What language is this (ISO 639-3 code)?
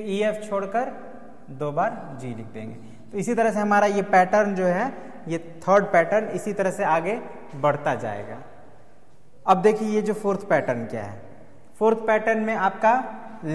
hin